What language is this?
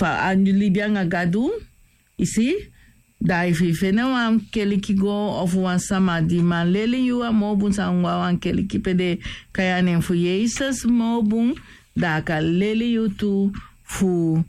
Sranan Tongo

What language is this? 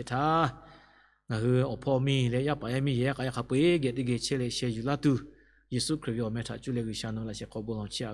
Lahu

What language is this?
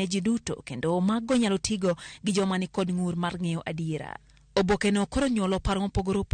Luo (Kenya and Tanzania)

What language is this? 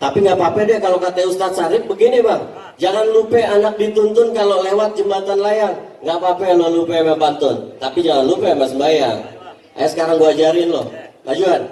Betawi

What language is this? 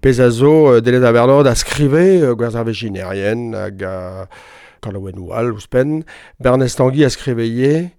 Breton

